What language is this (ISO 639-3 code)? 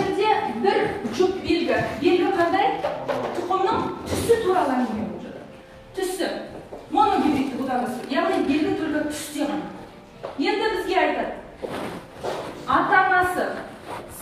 kaz